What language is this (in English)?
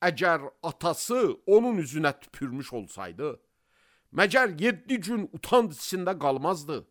Azerbaijani